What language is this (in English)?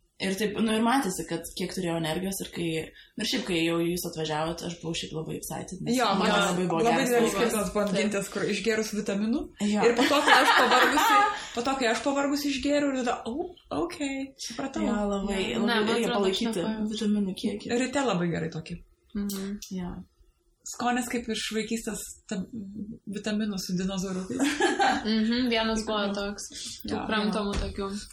Lithuanian